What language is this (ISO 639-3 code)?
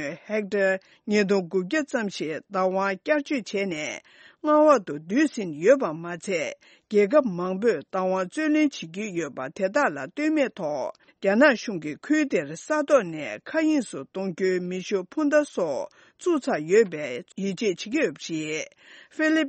bod